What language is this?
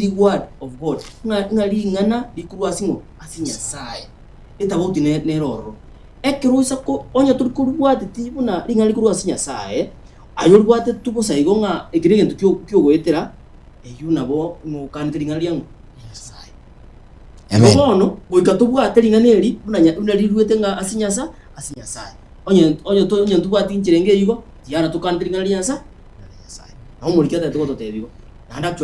Gusii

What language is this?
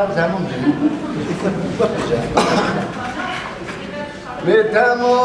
Persian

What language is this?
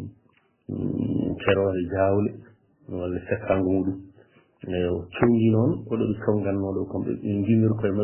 Fula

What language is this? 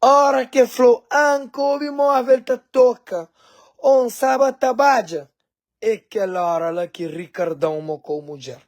Kabuverdianu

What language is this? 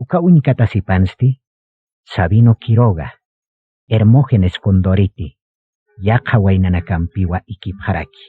Aymara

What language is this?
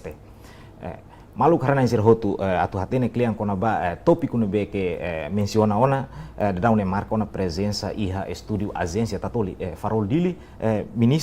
Tetum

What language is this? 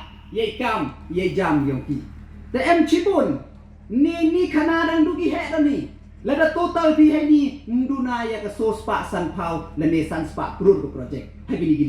Pnar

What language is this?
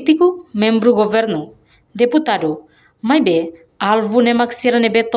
Tetum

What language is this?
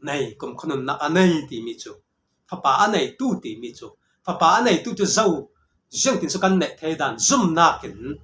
Falam Chin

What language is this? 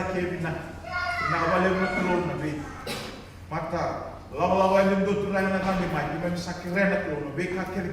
Fijian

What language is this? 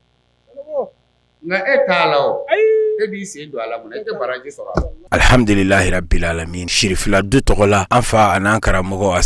Bambara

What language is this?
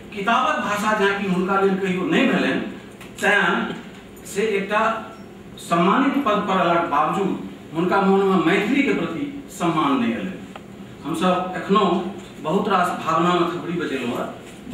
Maithili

